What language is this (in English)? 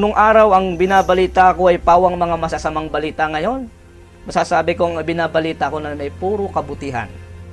Filipino